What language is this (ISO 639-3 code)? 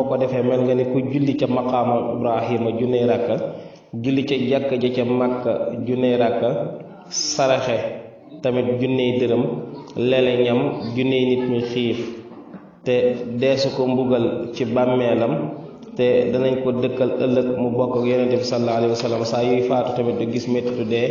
wol